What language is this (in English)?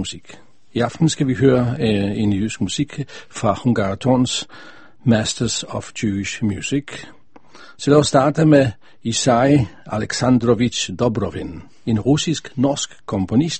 Danish